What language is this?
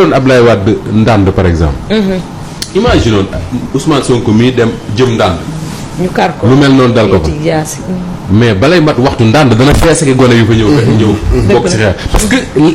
Wolof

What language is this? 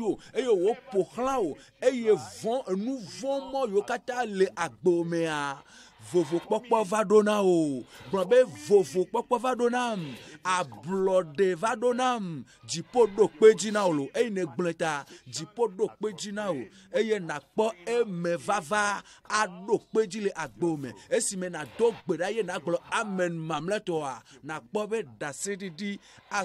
Ewe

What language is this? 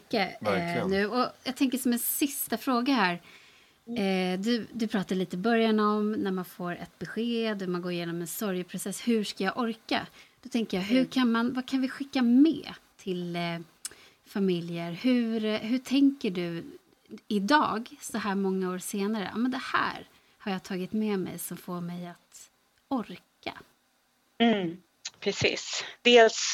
Swedish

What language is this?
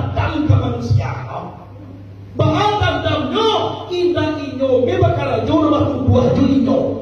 Minangkabau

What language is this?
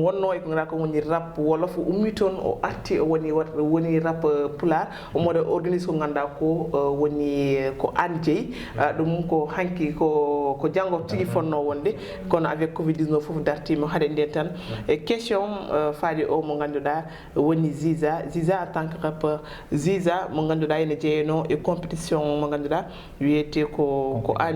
Fula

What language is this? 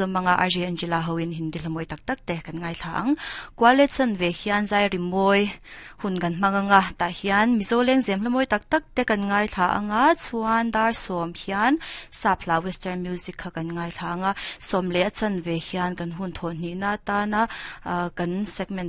Mizo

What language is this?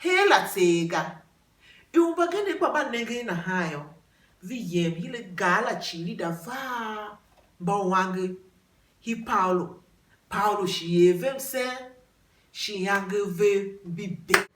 Tiv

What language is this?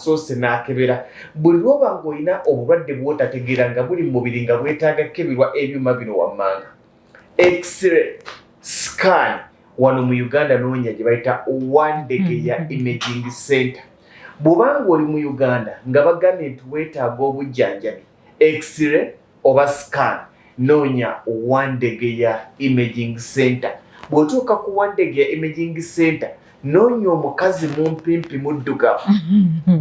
Ganda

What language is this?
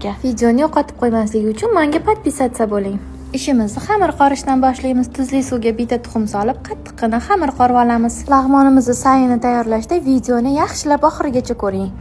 Uzbek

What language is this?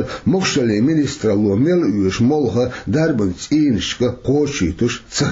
Chechen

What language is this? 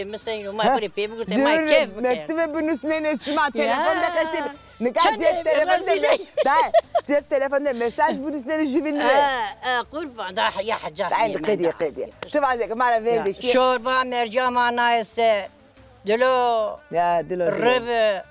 Zaza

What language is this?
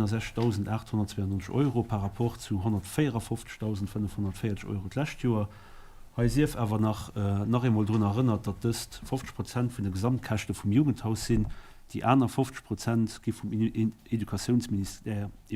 Luxembourgish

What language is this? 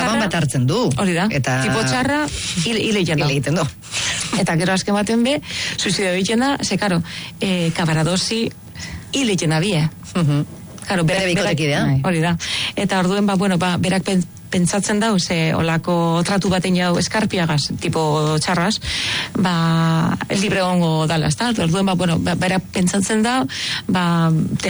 Basque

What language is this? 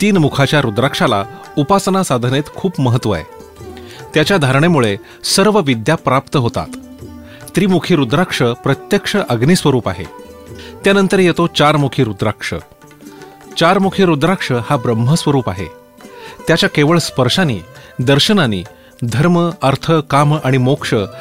Marathi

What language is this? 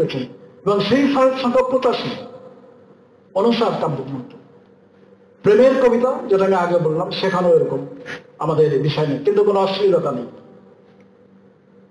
Bangla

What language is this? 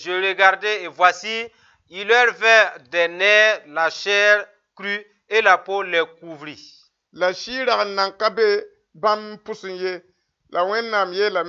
Mossi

